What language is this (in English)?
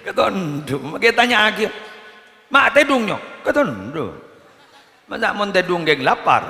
Madurese